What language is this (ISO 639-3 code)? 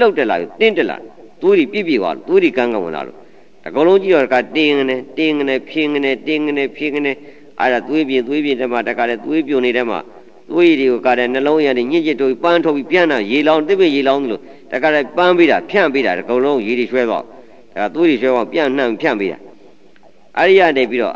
mya